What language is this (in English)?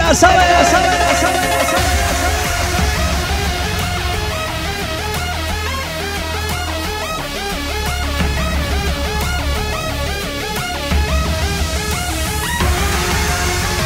Spanish